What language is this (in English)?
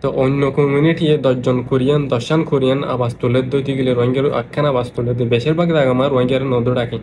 Rohingya